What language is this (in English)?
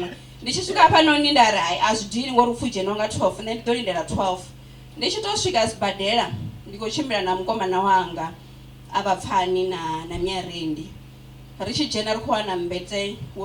Venda